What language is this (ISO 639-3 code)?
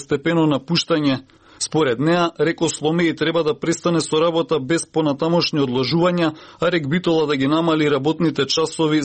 mkd